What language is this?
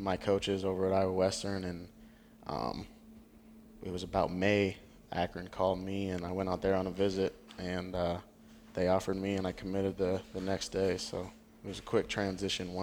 English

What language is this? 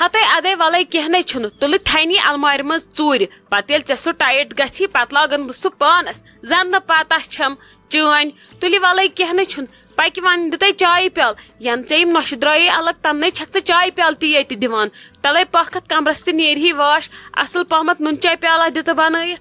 Kashmiri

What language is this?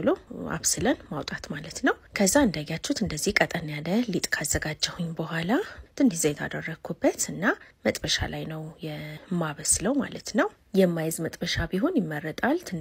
Amharic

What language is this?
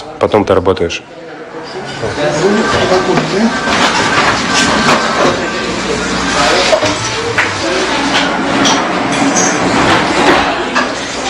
Russian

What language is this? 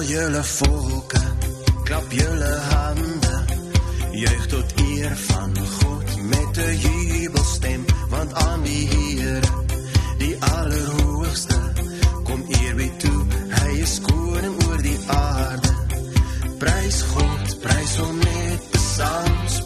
Afrikaans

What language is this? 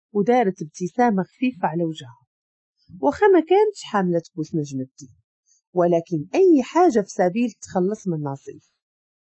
Moroccan Arabic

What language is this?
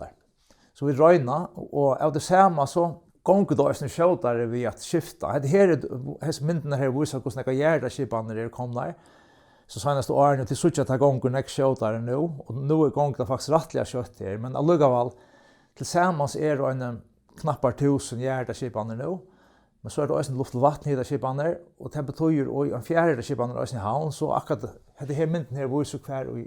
Faroese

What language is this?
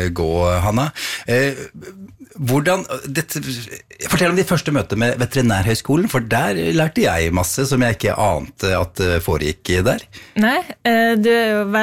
Norwegian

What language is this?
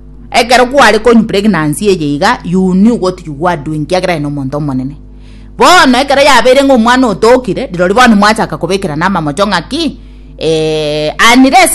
Gusii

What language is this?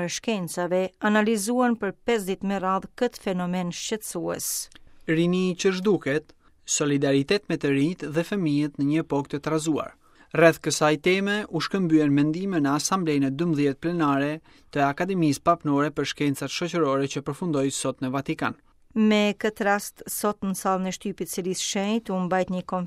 Albanian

